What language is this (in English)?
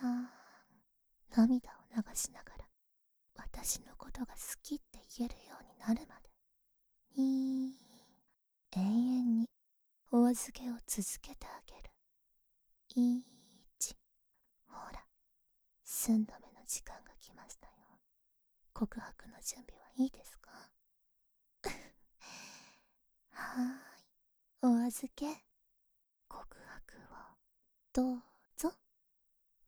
Japanese